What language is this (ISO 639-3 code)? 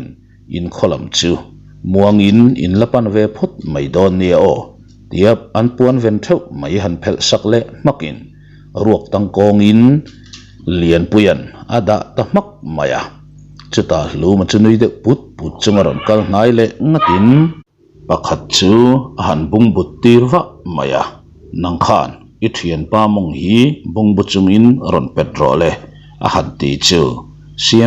lus